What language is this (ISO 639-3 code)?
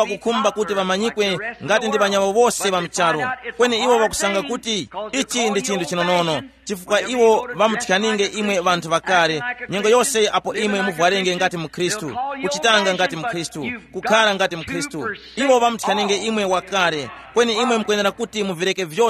tum